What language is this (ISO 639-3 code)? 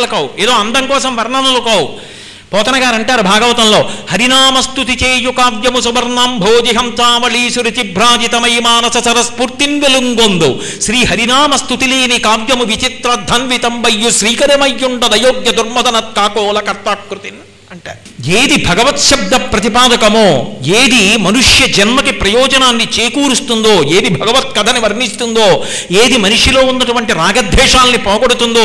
tel